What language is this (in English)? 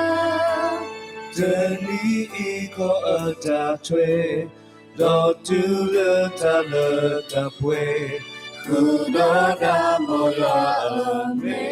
S'gaw Karen